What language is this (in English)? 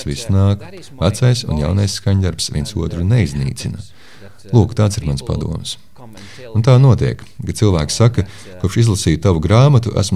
Latvian